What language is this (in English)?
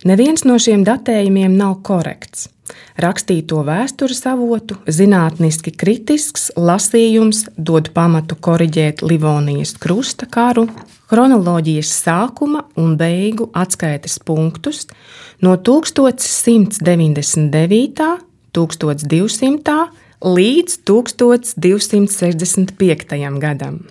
Latvian